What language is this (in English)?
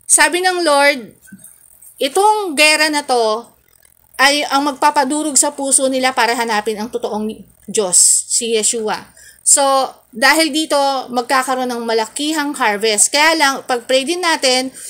Filipino